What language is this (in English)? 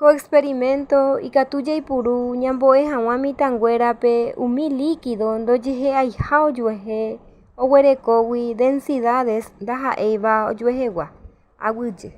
Guarani